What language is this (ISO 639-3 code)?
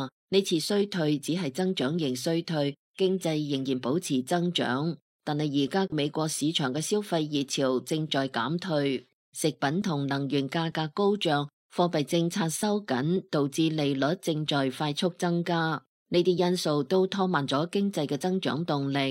yue